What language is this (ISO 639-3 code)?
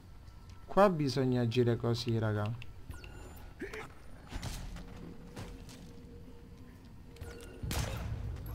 ita